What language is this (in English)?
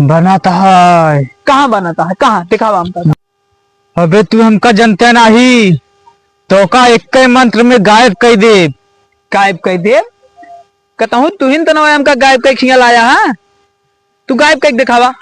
Awadhi